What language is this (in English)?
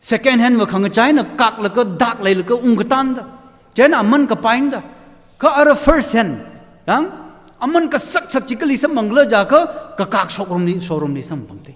Tangkhul Naga (India)